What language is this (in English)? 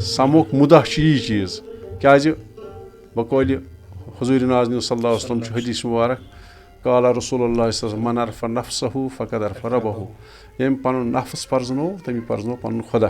Kashmiri